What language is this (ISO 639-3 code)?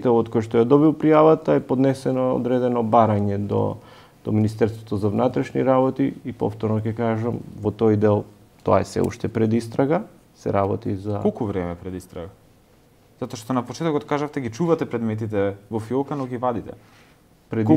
mkd